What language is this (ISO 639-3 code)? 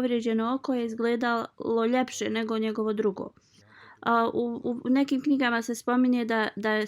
bos